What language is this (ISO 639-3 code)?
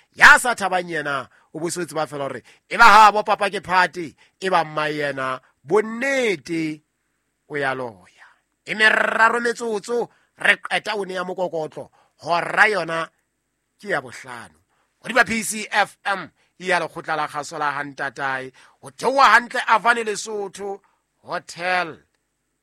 sot